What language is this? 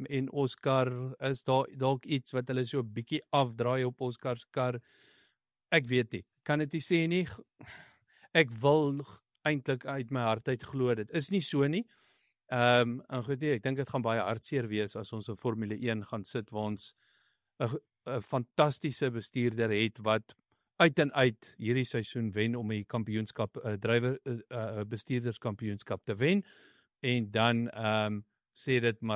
Afrikaans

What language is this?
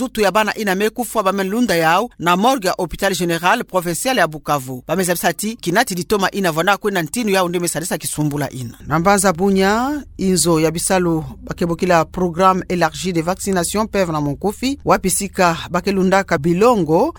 Kituba (Democratic Republic of Congo)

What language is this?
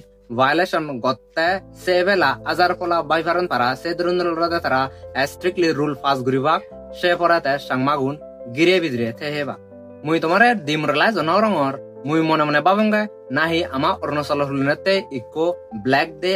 Chakma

